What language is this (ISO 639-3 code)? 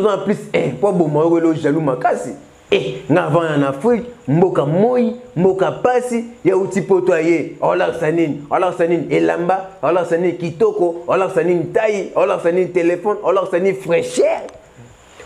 lin